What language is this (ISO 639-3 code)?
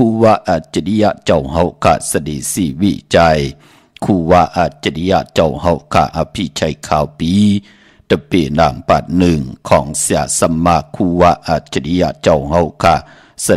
shn